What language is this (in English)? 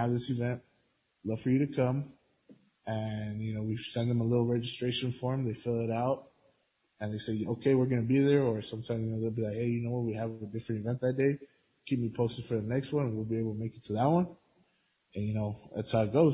English